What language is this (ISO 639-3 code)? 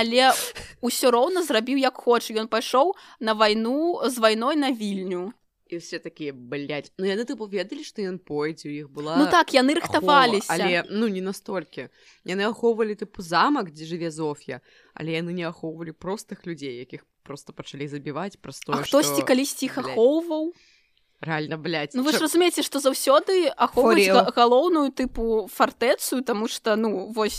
bel